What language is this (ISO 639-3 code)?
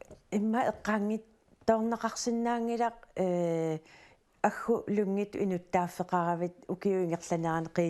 kal